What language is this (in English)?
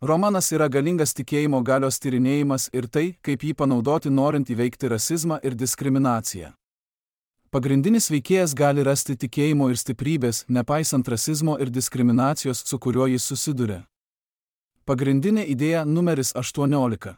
Lithuanian